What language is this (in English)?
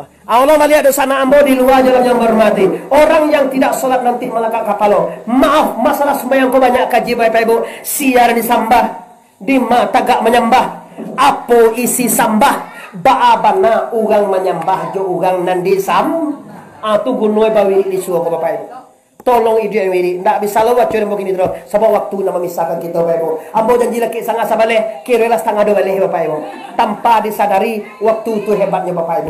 Minangkabau